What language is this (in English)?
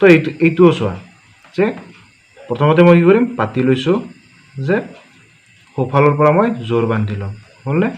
Assamese